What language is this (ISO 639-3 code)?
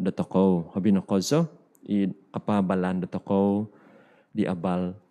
dtp